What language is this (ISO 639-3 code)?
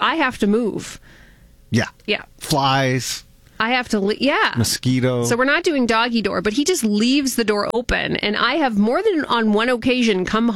eng